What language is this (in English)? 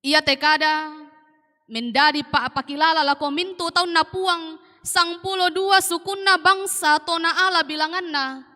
Toraja-Sa'dan